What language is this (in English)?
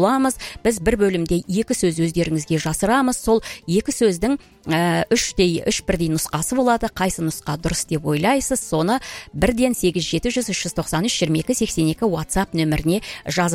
Kazakh